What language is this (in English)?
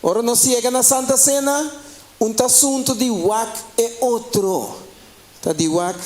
Papiamento